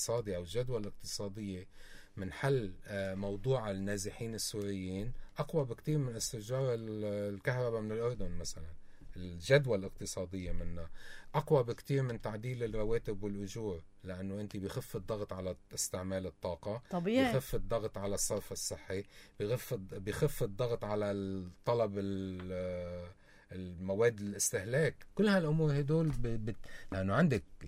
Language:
North Levantine Arabic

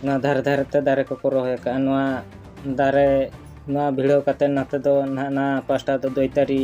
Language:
Santali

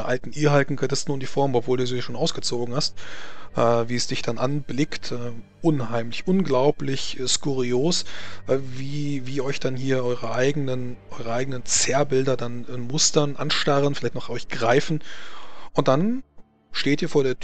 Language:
German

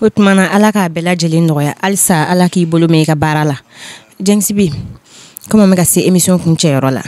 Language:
Bambara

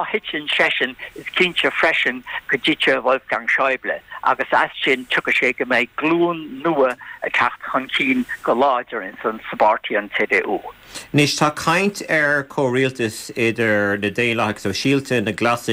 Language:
Irish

